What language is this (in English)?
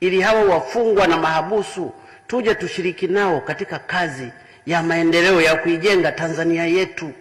Swahili